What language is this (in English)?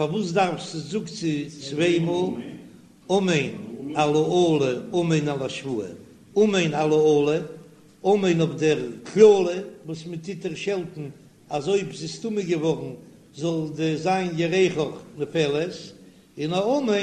Yiddish